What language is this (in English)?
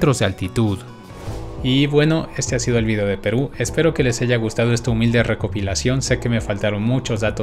Spanish